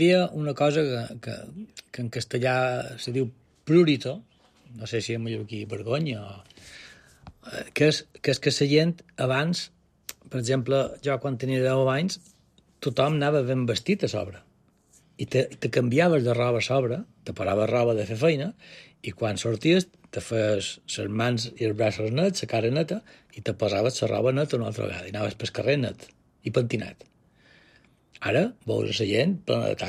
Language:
Catalan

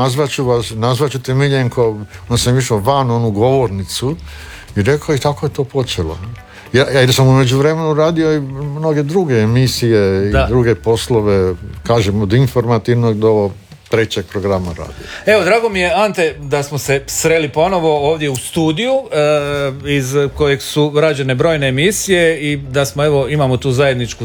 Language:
Croatian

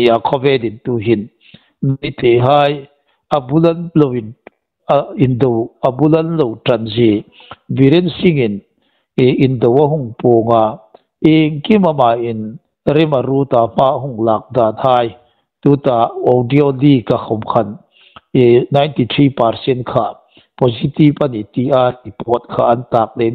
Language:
Hmar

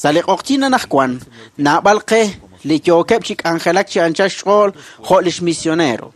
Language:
Kekchí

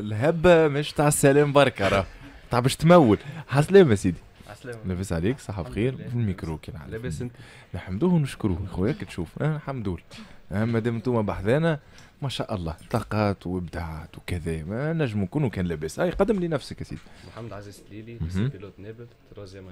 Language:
Tunisian Arabic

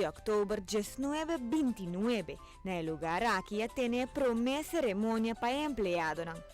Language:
Papiamento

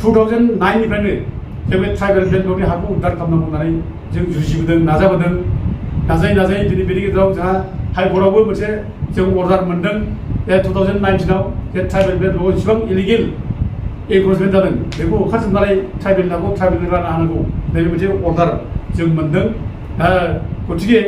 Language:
Bodo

